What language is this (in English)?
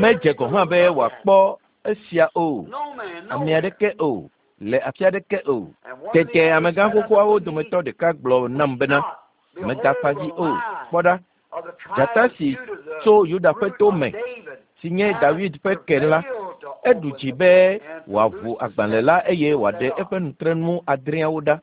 Ewe